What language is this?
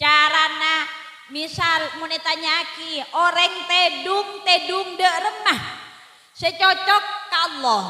Madurese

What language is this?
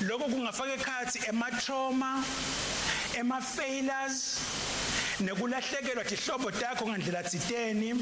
Swati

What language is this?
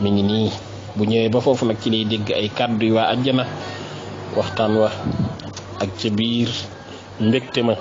Wolof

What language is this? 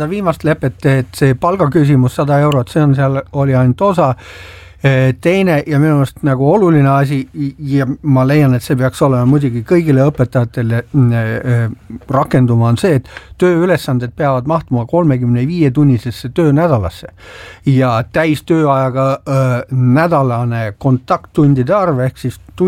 Estonian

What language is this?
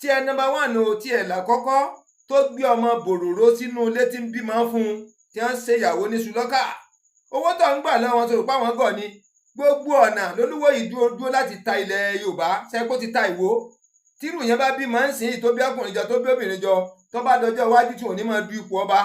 Yoruba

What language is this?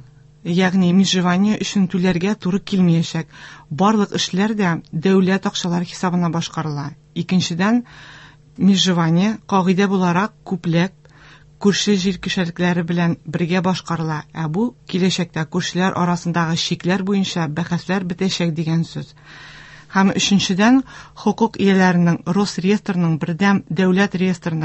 Tatar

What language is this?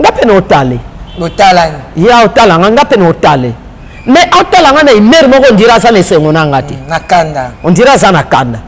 Lingala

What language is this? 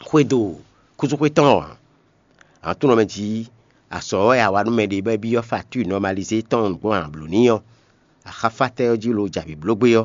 Fon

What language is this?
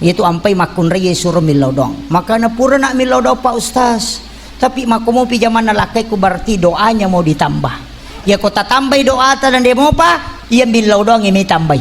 Buginese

